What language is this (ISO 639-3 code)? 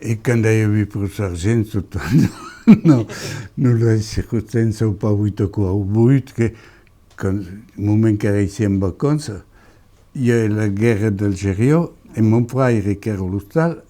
oci